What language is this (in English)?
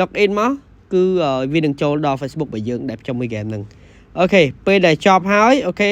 Khmer